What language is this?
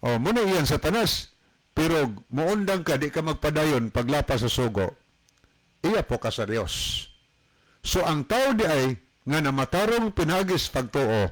Cebuano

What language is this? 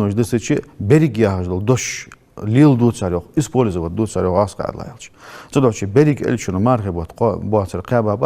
Ingush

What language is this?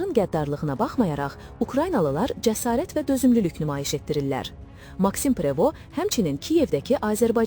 Azerbaijani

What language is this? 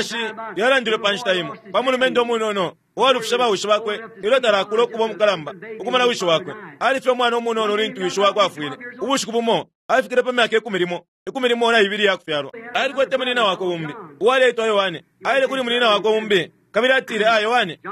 Bemba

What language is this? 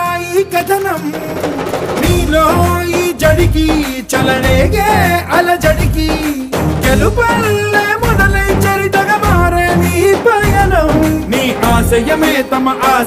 Telugu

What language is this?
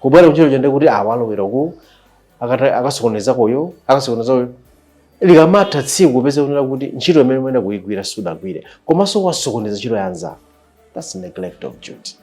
Nyanja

